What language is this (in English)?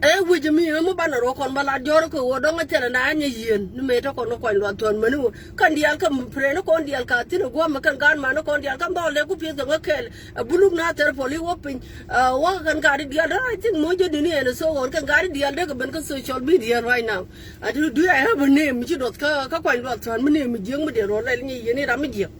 Nuer